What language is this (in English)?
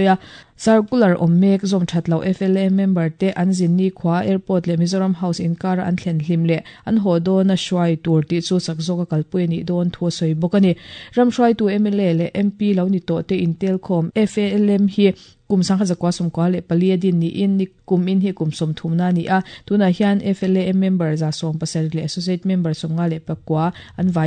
Mizo